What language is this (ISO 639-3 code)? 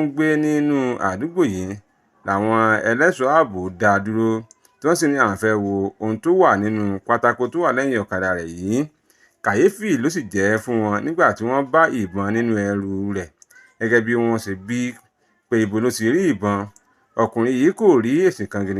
yor